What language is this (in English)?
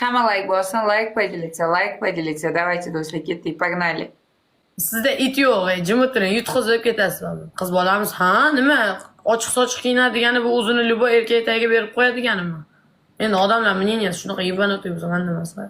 Uzbek